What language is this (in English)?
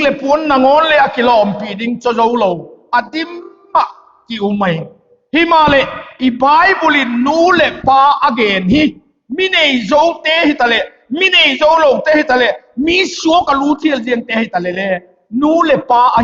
Vaiphei